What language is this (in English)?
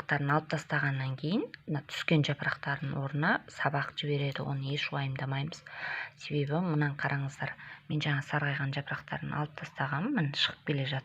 Kazakh